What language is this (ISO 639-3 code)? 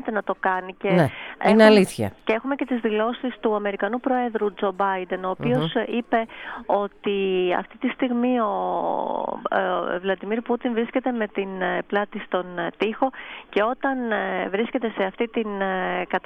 ell